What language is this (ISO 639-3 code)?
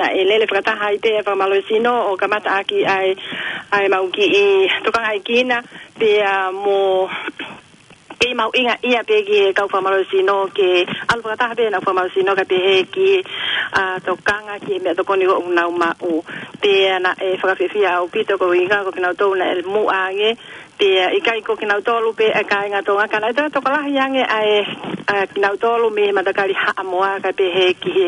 ton